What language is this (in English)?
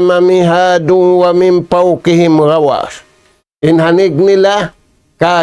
Tausug